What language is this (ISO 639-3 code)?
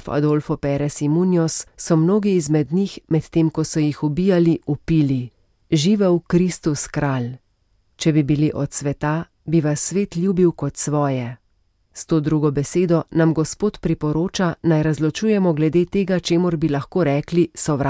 slv